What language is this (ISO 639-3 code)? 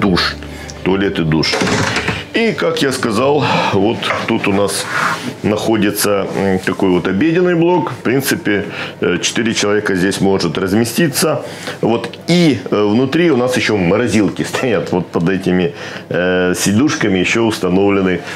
rus